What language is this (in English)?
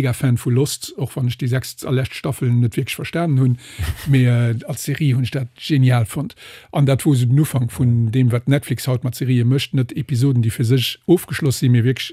Luxembourgish